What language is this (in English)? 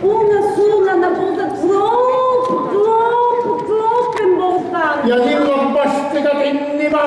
Sicilian